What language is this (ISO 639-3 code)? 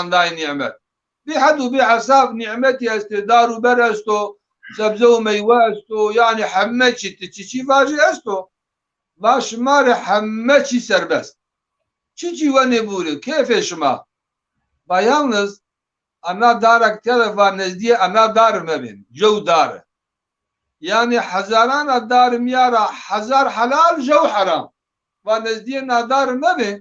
zza